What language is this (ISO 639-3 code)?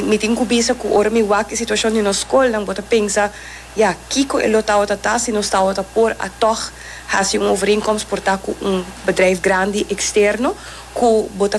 pap